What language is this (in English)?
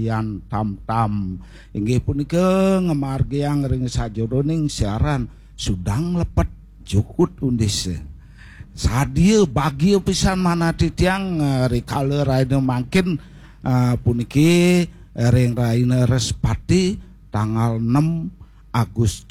Balinese